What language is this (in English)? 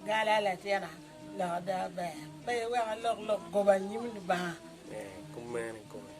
Acoli